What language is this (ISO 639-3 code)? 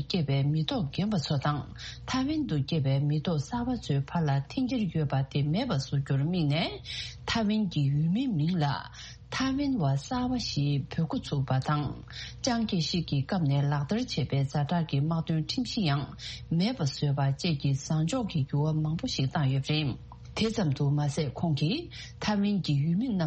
bod